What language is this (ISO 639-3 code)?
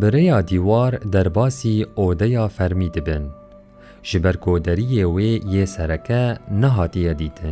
kur